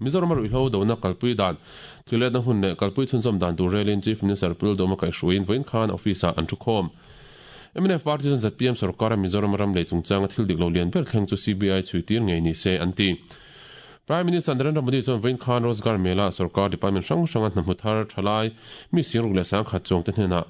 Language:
Mizo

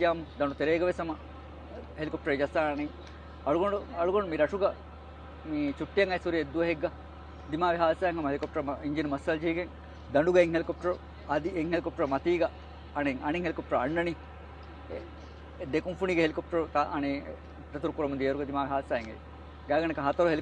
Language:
Divehi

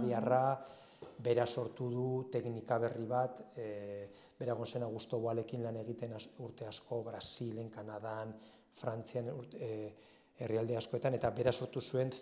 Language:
Basque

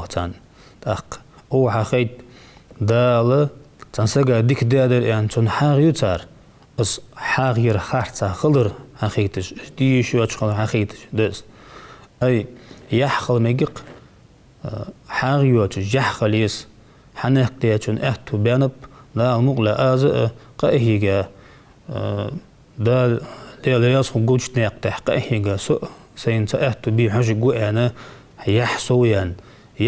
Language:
Ingush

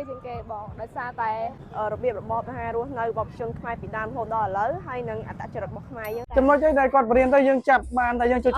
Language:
Khmer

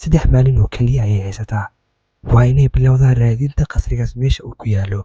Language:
Somali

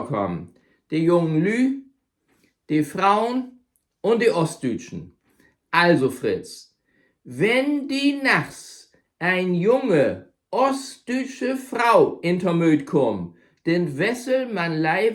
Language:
Low German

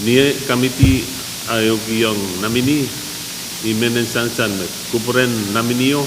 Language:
Pohnpeian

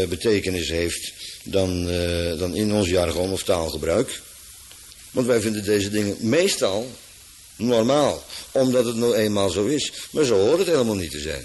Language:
Dutch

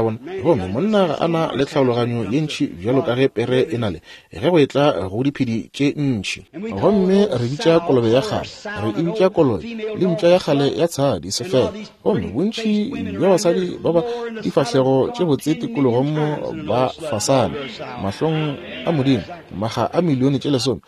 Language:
Northern Sotho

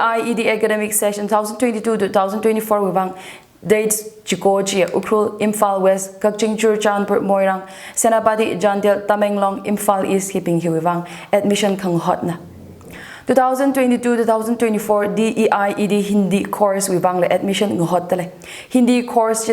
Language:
Tangkhul Naga (India)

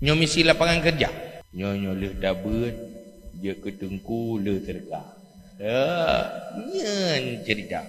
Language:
Achinese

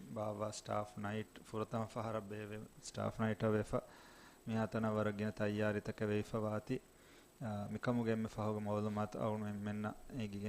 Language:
Divehi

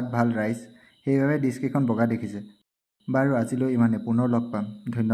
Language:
Assamese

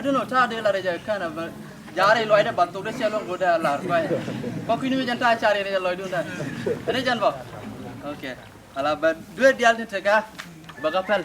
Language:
Nuer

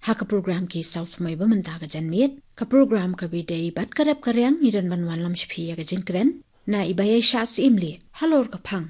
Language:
Khasi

